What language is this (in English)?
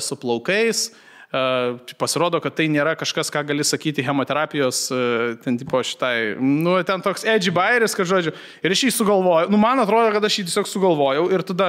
Lithuanian